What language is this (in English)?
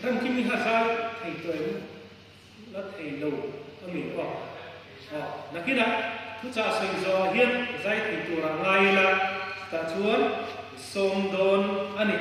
Mizo